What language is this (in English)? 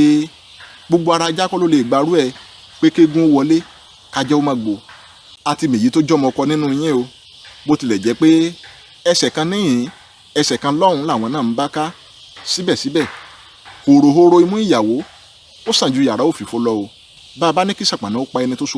Yoruba